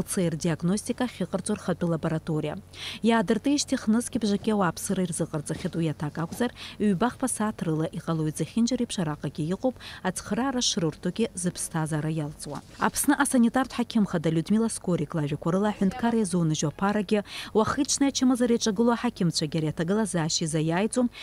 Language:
Abkhazian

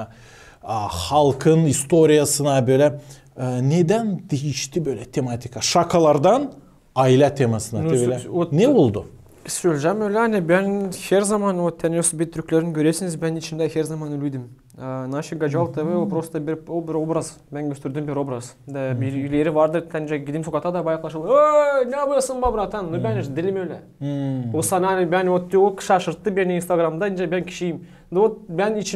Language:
Gagauz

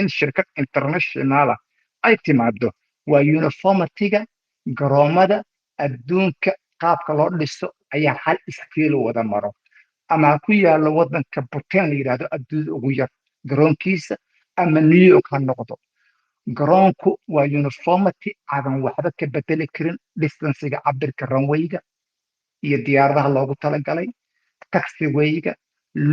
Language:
Somali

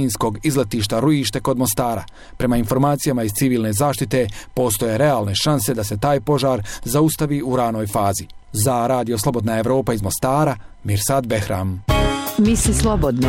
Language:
Bosnian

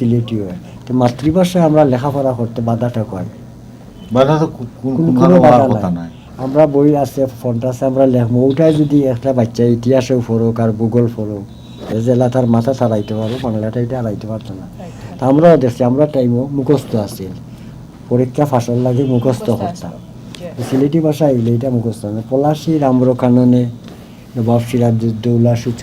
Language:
Sylheti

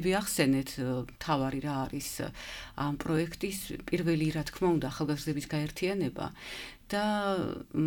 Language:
Georgian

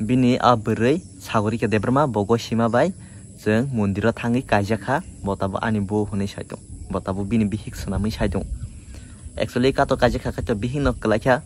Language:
Kok Borok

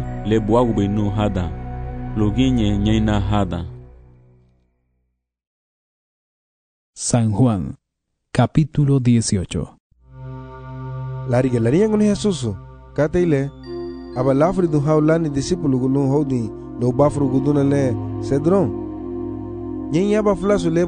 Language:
Garifuna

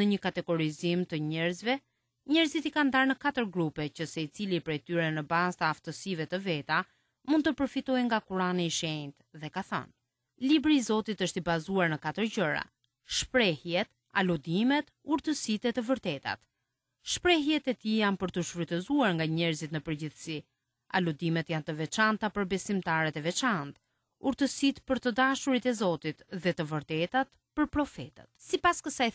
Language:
Albanian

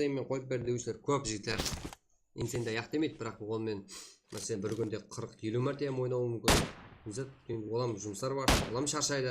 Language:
Kara-Kalpak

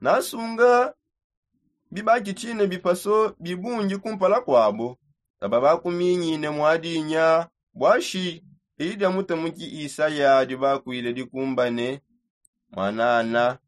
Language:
Songe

